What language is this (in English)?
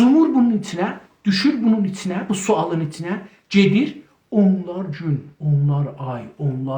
South Azerbaijani